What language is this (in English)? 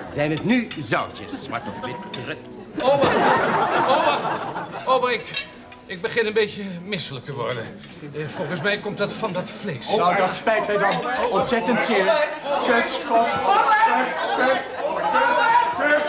Dutch